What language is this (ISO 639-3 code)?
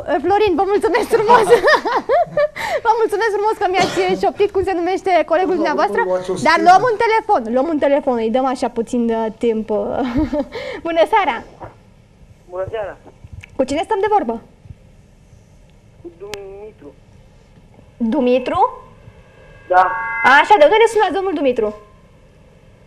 ron